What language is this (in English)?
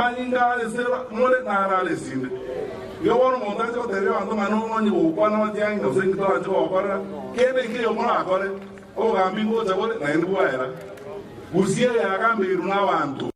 Gusii